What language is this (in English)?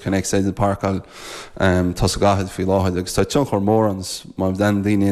Irish